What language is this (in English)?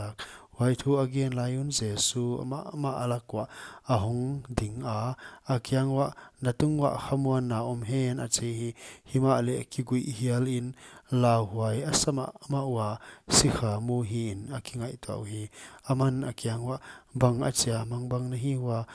Paite Chin